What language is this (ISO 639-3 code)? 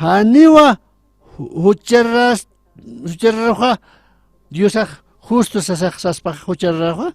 aym